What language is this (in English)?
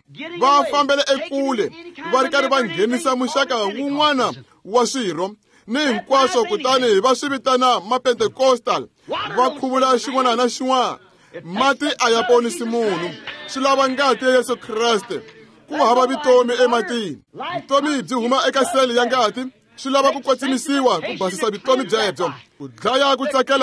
Tsonga